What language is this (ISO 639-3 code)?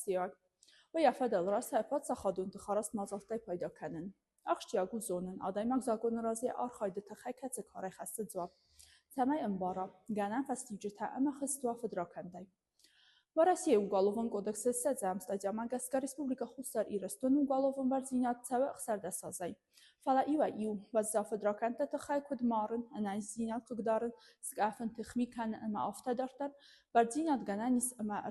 oss